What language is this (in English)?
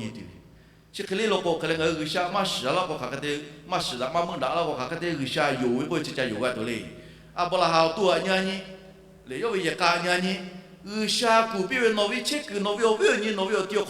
Lahu